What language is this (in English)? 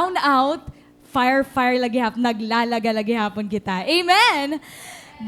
Waray